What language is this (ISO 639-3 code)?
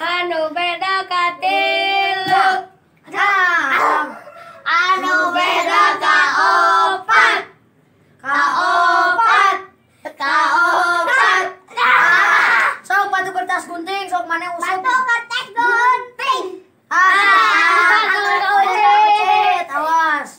sun